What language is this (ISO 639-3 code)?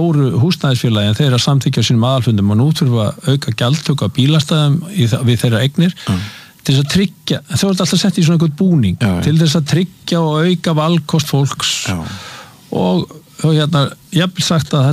isl